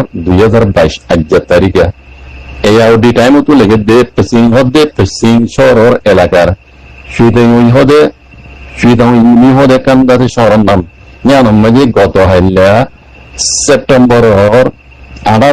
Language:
Rohingya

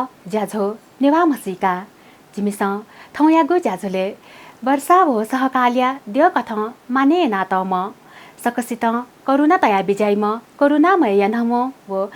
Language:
Newari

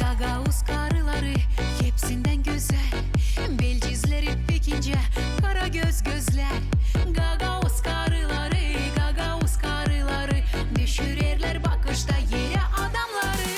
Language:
Gagauz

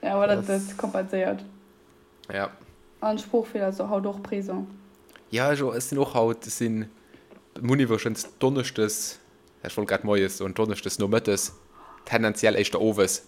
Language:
Luxembourgish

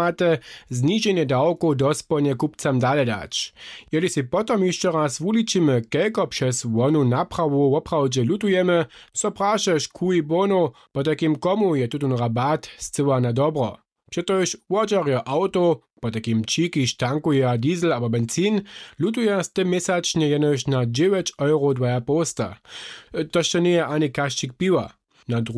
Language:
Upper Sorbian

